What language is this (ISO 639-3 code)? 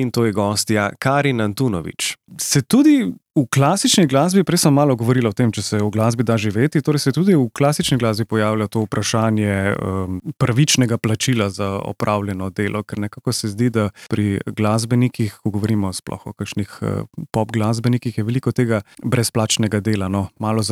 slv